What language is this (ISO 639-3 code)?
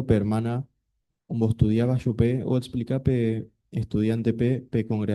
grn